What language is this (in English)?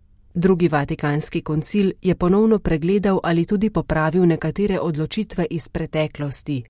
Slovenian